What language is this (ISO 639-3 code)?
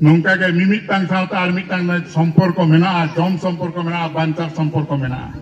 sat